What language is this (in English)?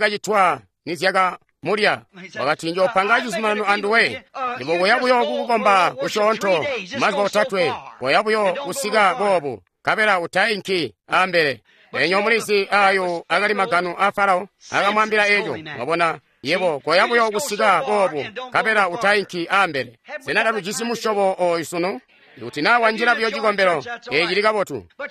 Tonga (Zambia)